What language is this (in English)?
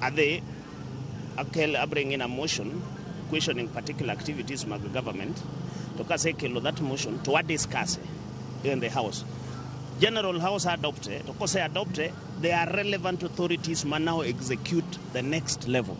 Luo (Kenya and Tanzania)